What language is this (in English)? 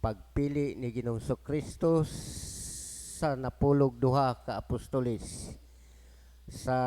Cebuano